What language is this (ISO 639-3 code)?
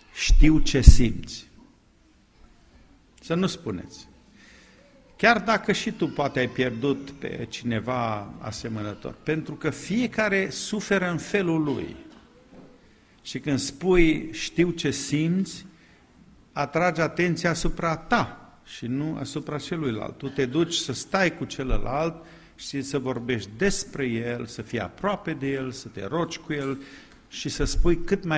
ron